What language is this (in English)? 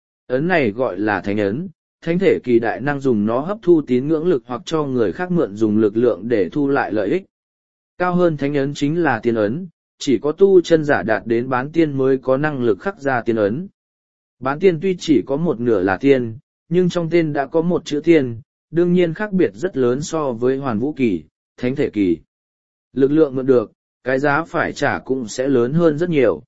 Vietnamese